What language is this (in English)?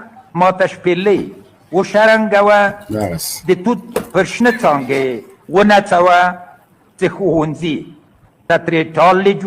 Pashto